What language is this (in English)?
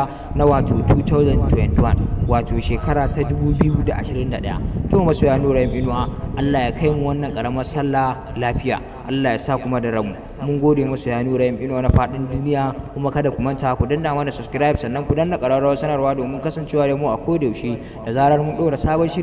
Hausa